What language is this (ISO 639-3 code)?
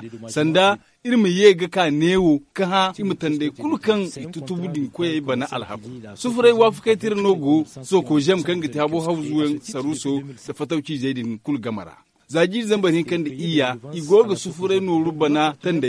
dje